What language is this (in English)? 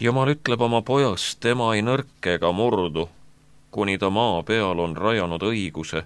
Estonian